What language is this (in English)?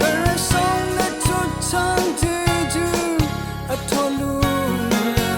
Rawang